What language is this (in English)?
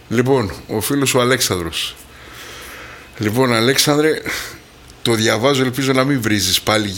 Greek